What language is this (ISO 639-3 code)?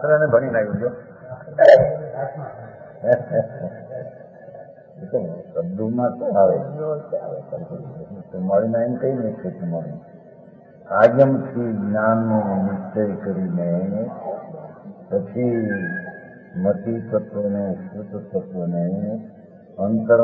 guj